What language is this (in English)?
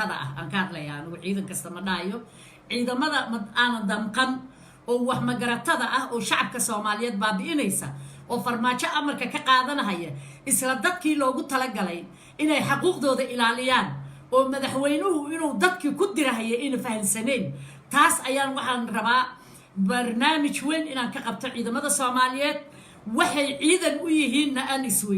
Somali